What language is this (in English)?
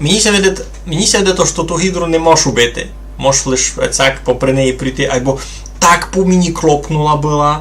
Rusyn